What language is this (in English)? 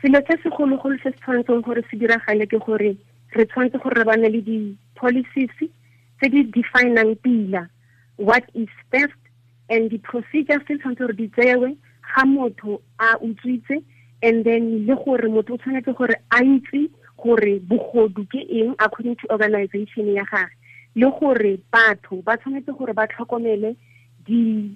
Tswana